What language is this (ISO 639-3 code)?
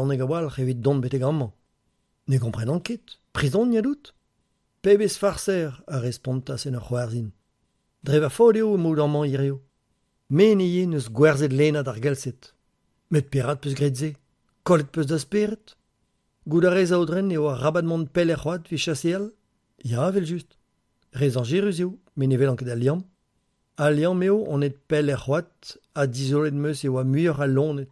bre